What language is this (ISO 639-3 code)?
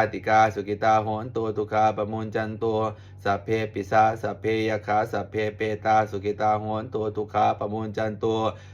pli